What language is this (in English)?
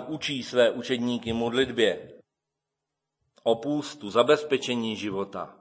Czech